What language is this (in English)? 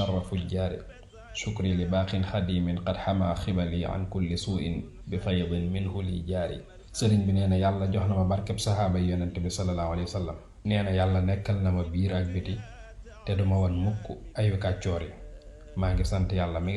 Wolof